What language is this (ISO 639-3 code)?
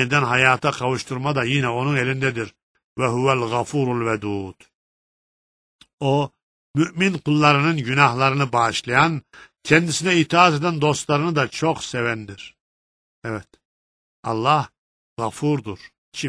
tur